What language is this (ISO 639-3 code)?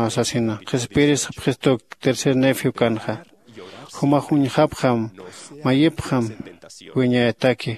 aym